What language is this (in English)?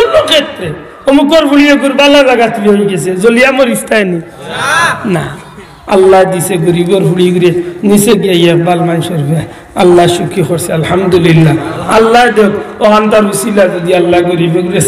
Sylheti